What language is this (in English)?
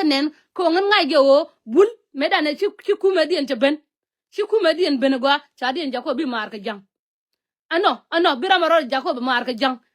Nuer